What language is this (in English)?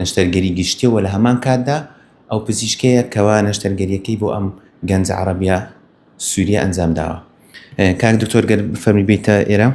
Central Kurdish